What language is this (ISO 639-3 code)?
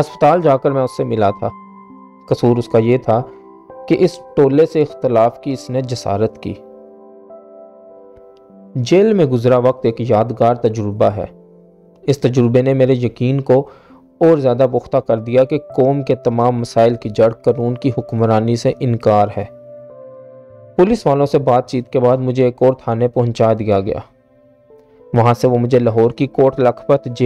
urd